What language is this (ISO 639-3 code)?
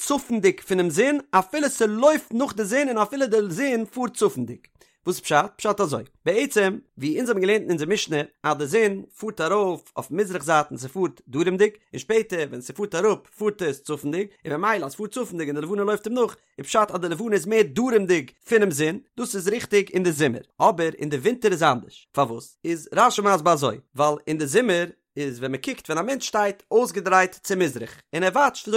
yid